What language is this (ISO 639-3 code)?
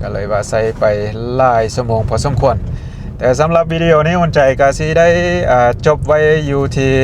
lao